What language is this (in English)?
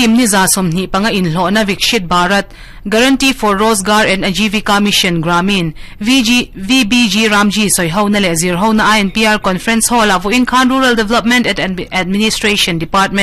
Mizo